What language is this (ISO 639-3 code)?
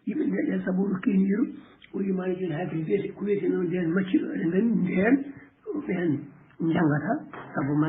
ful